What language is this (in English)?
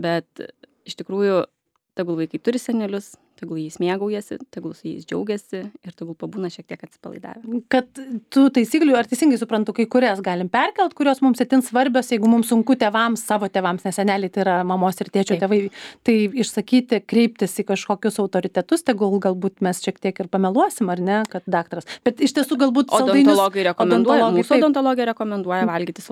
Lithuanian